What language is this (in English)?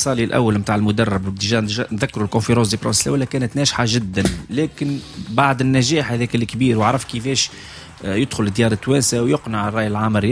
Tunisian Arabic